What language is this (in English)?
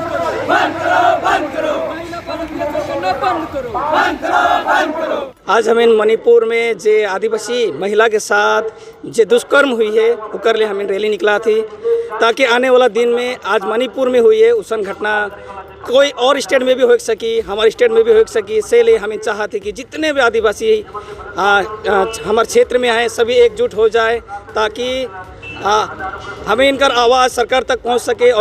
Sadri